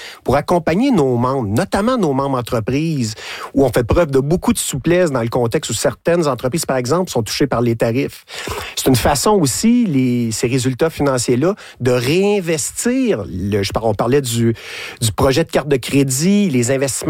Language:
French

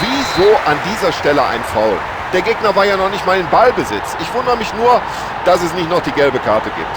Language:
Bavarian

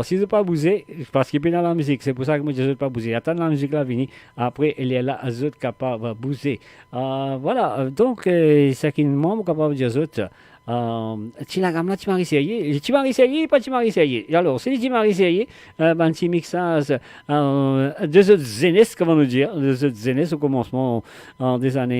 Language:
Morisyen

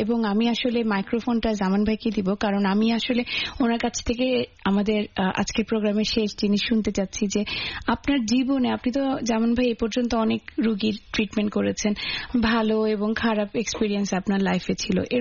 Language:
Bangla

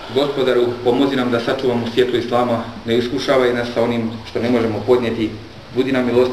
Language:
Bosnian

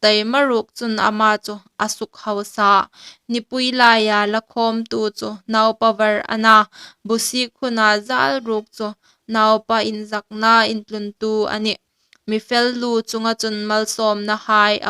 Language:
Hmar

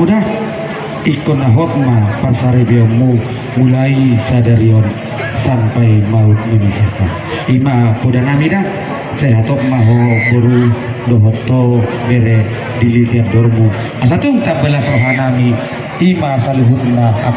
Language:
Batak Toba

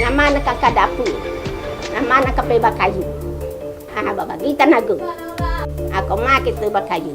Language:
Minangkabau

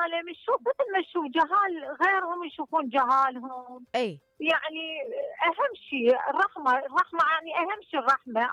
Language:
Mesopotamian Arabic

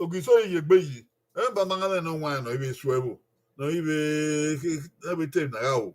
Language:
Bini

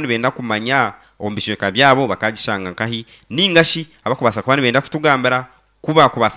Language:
Nyankole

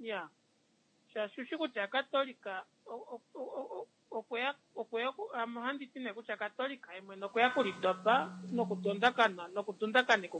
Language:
Kuanyama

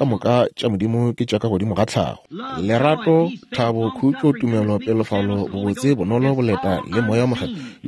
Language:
Northern Sotho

